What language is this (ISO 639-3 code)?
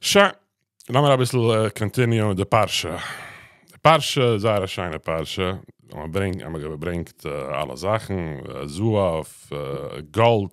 yid